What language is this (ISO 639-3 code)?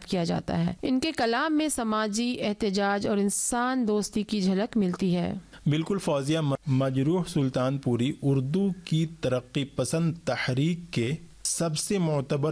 urd